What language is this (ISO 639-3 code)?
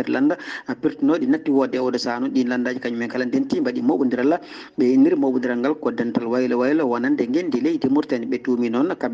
ful